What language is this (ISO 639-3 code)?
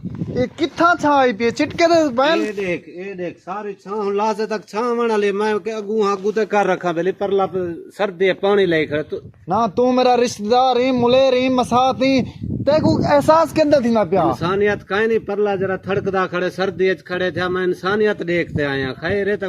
skr